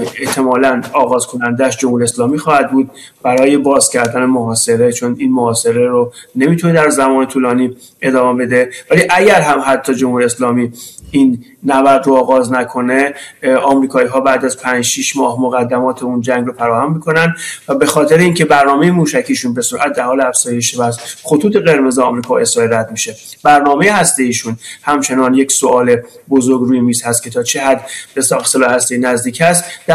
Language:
Persian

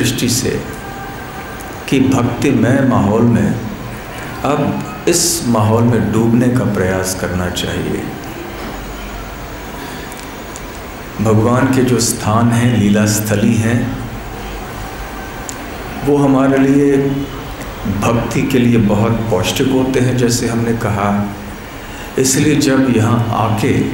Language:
Hindi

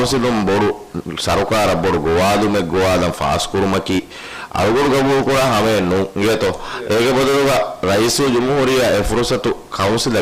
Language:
Divehi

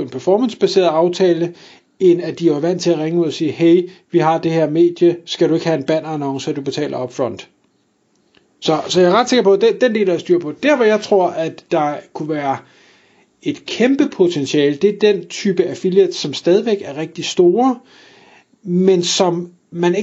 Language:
Danish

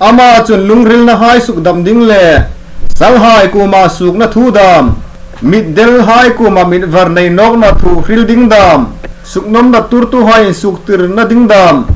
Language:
Hmar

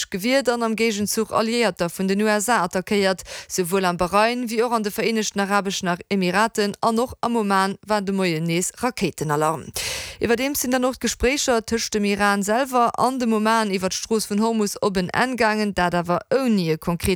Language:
Luxembourgish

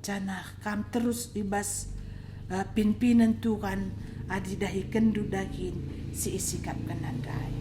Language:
Batak Karo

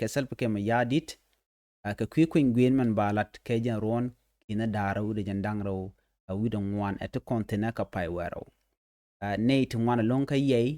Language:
Nuer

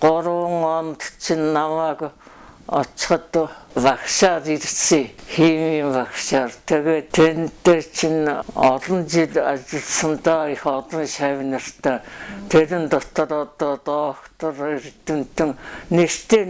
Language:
Mongolian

